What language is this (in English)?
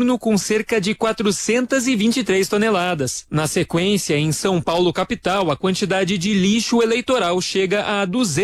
Portuguese